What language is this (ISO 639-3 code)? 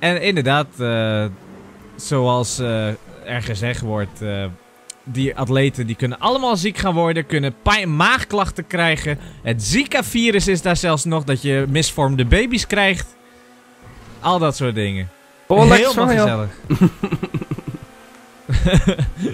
nld